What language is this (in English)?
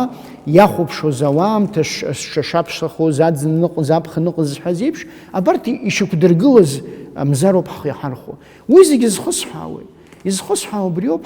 Abkhazian